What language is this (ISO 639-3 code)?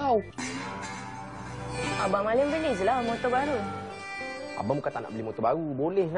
msa